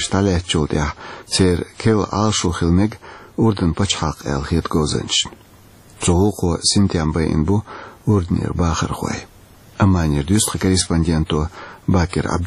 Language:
Chechen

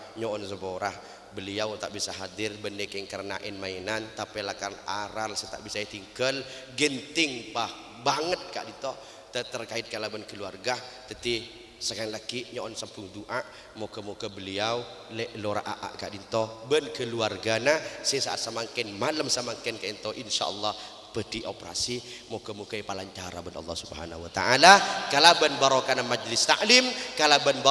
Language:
Madurese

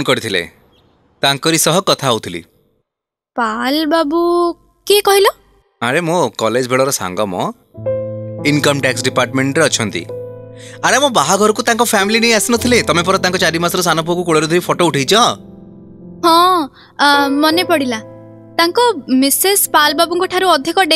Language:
Odia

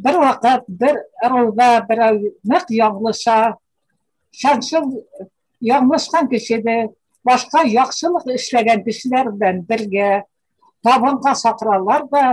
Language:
Bashkir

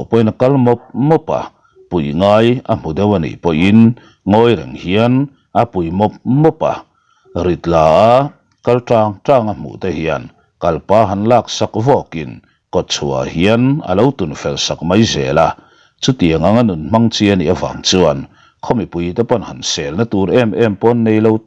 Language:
Mizo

